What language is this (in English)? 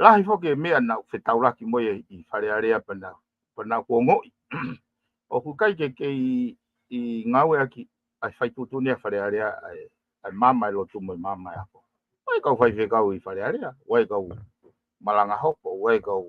Tongan